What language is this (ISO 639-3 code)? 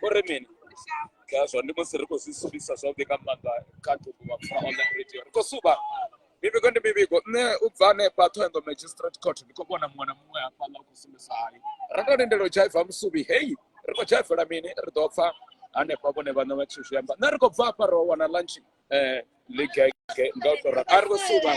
ven